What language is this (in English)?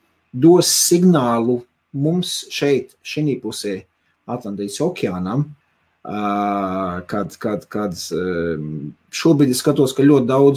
Latvian